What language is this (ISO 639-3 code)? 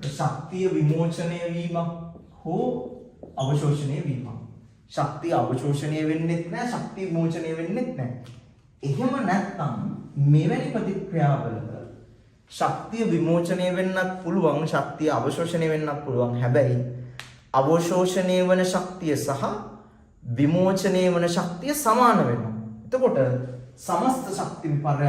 sin